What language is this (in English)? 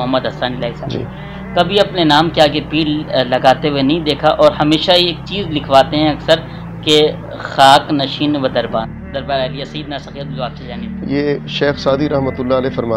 Urdu